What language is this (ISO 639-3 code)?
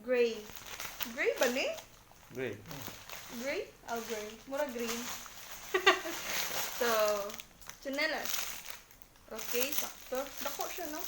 ceb